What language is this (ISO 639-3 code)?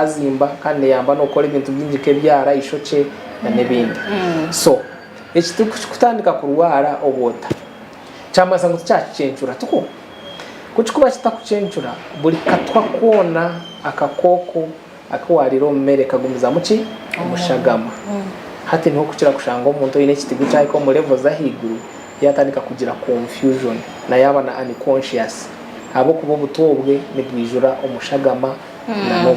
nyn